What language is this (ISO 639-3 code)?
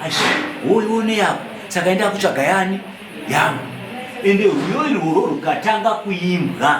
sna